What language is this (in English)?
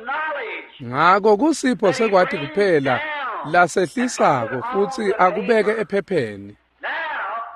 Swati